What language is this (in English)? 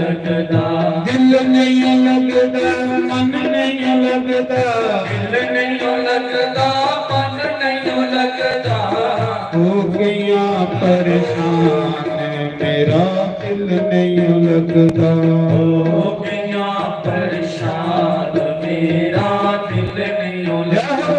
Dogri